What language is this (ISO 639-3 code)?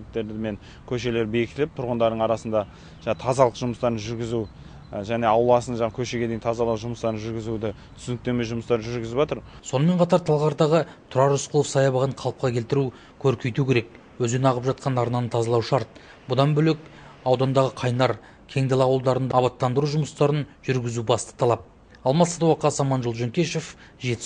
kaz